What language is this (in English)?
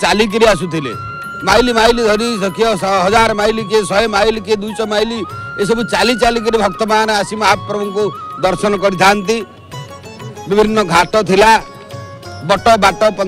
Odia